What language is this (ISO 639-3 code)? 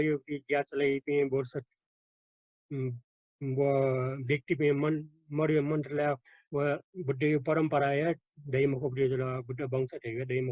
new